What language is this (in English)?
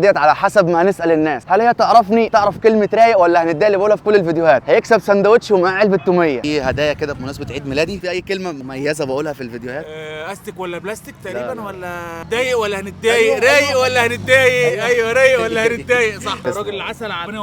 Egyptian Arabic